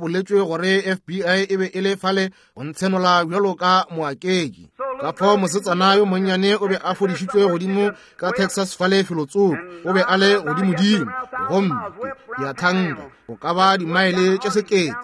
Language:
Northern Sotho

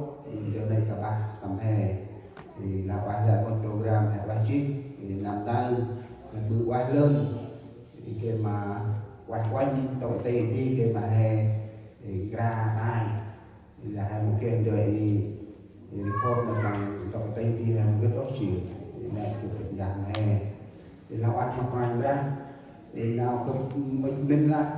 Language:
Central Mnong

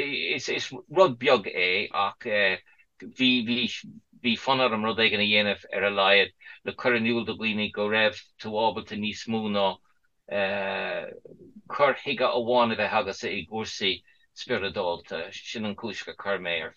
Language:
Irish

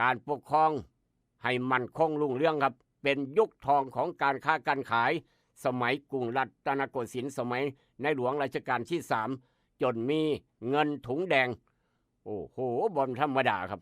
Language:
Northeastern Thai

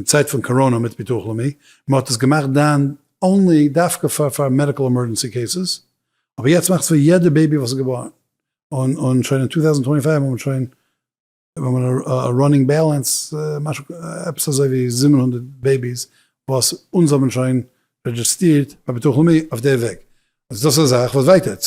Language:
Yiddish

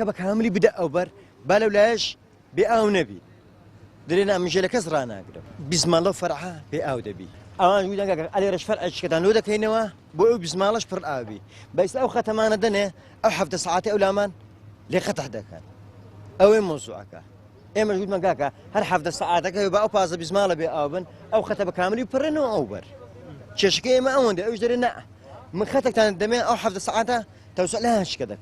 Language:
Central Kurdish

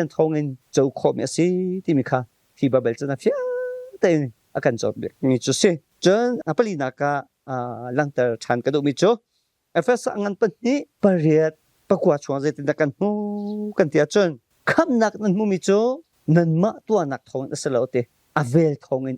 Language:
Hakha Chin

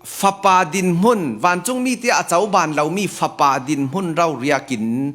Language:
Falam Chin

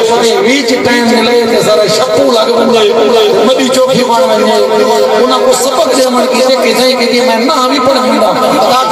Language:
Saraiki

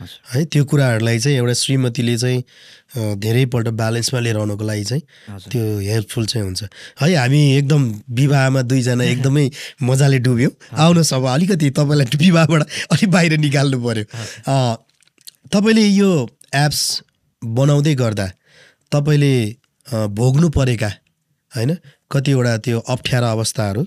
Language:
Nepali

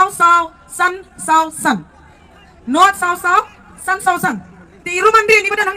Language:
Khasi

